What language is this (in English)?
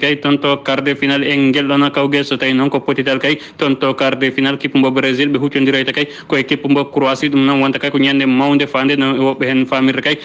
Fula